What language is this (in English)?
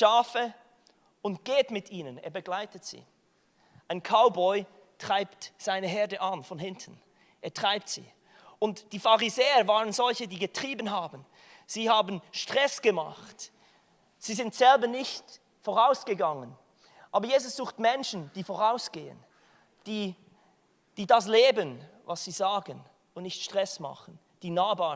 Swiss German